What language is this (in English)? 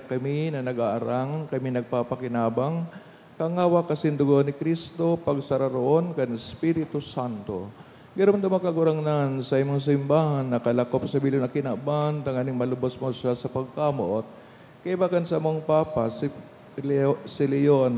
Bikol